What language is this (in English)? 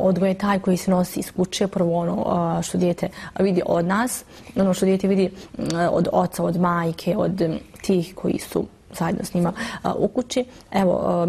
Bosnian